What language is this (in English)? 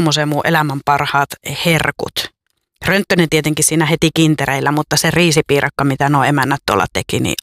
Finnish